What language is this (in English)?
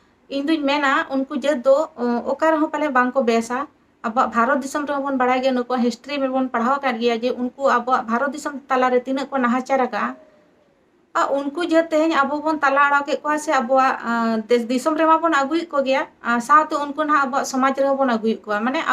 Santali